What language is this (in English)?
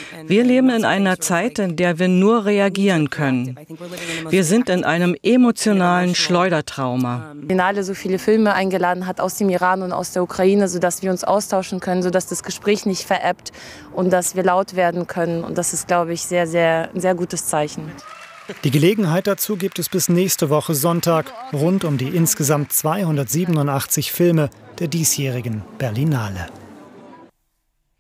German